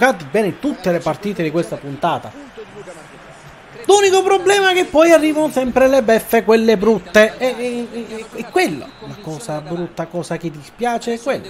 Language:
Italian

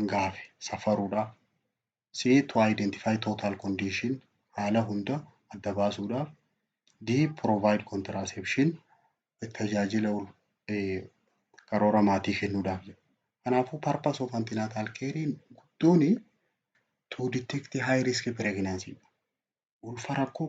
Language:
Oromo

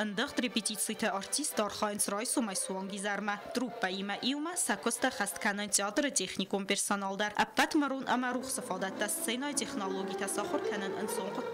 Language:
Ossetic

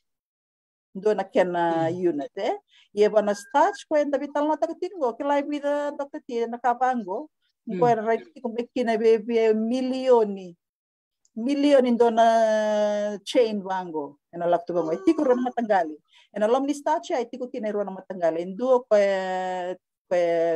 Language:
Fijian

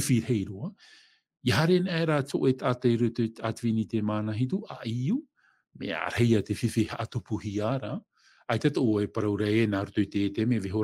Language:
Tahitian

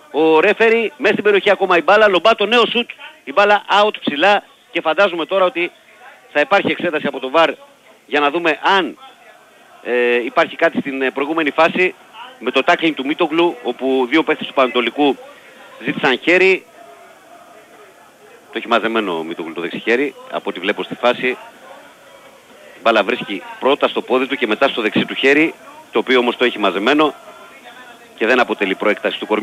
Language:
Greek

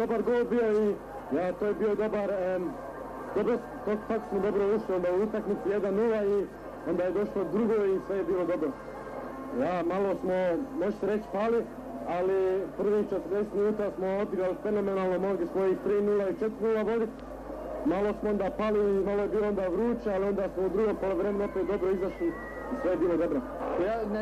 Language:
Bosnian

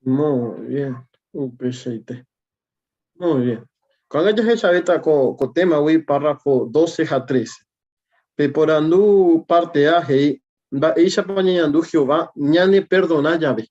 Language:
Guarani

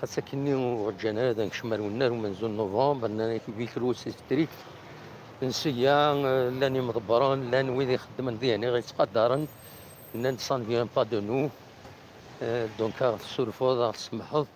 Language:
Kabyle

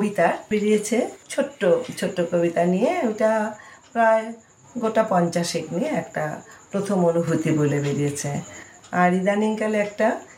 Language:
Bangla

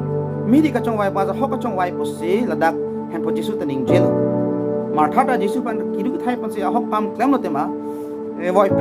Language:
Karbi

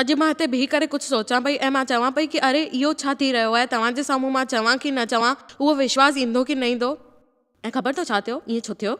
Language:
Sindhi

